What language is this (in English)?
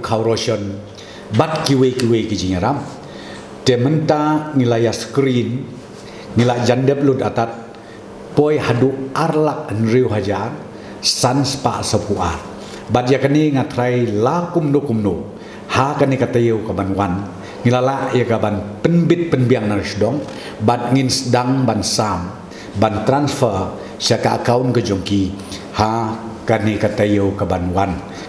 Khasi